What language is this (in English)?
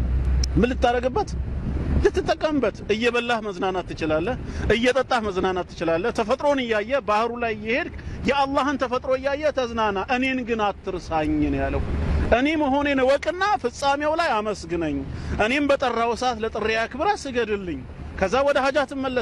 Amharic